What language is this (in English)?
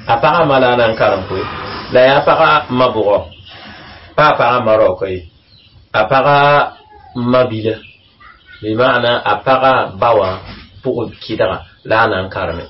Mossi